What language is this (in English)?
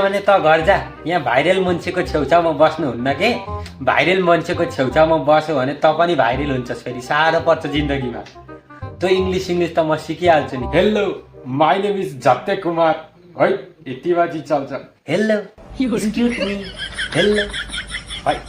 Nepali